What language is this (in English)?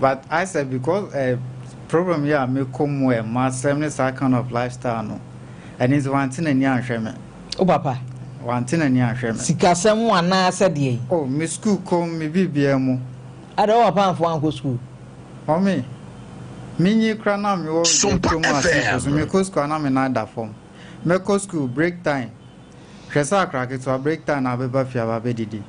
Akan